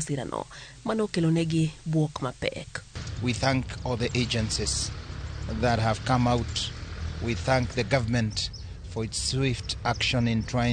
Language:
Luo (Kenya and Tanzania)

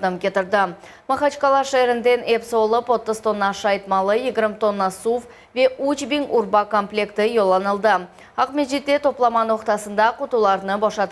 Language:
Crimean Tatar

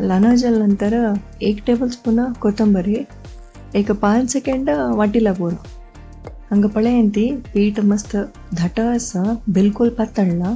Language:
Konkani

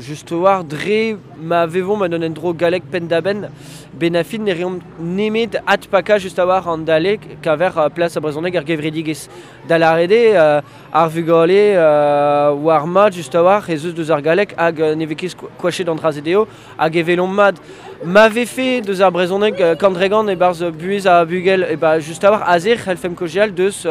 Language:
Breton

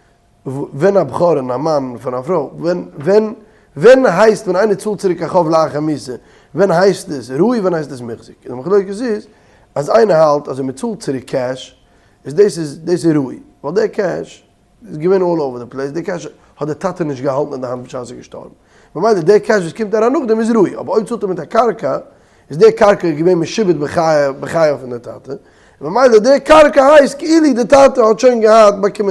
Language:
Yiddish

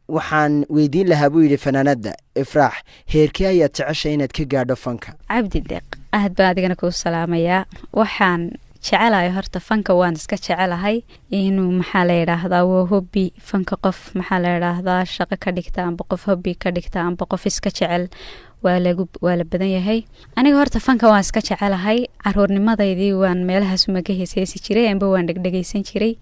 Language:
Somali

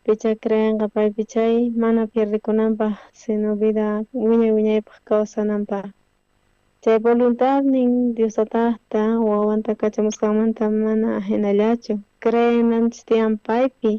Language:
South Bolivian Quechua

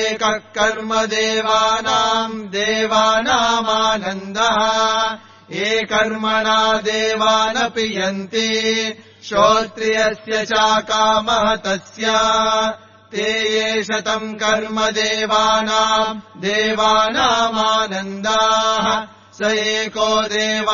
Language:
Sanskrit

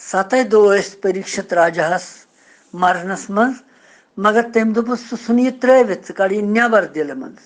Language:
Kashmiri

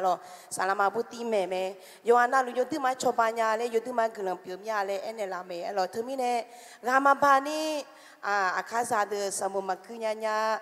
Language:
Akha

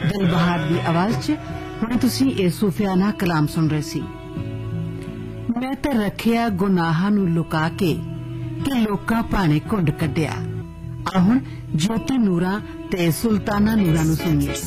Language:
Punjabi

